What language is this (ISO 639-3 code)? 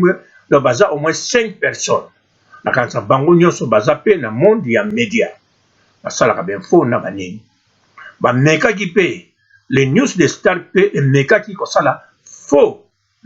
lin